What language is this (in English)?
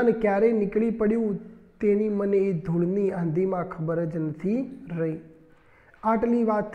Gujarati